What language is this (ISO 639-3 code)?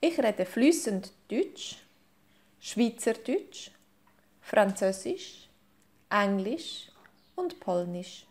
gsw